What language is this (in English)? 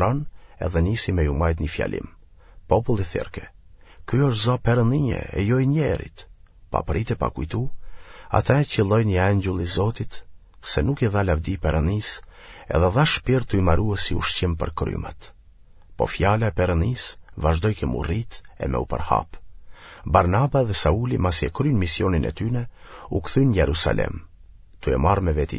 Albanian